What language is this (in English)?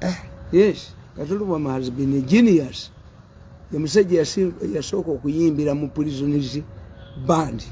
Ganda